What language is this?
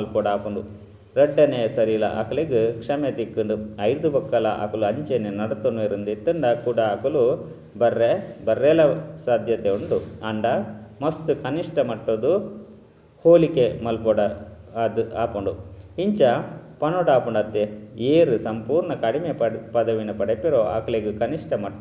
Tulu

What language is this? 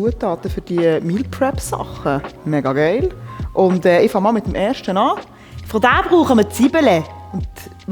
Swiss German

